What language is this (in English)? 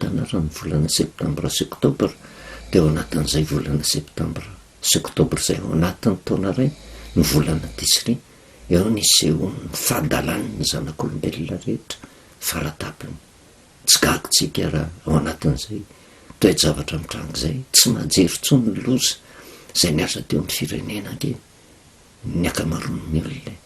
Malagasy